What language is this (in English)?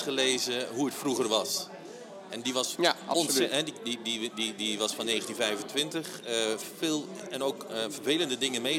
Dutch